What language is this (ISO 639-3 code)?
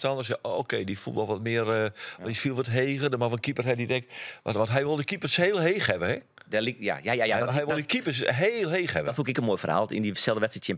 fry